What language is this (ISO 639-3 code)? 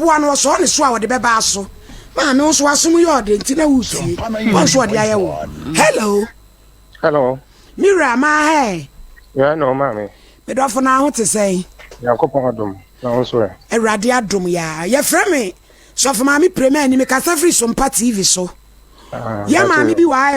aka